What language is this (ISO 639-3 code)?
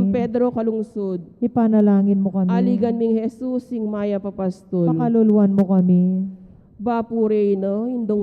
pam